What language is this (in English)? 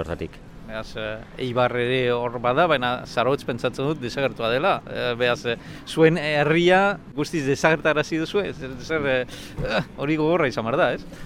Basque